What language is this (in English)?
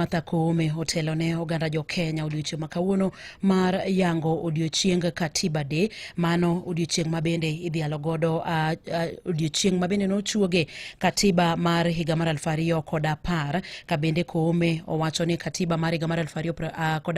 Luo (Kenya and Tanzania)